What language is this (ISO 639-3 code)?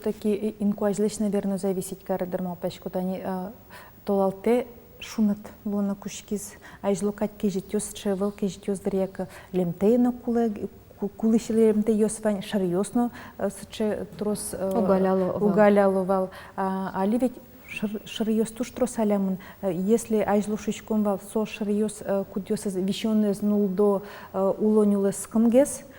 udm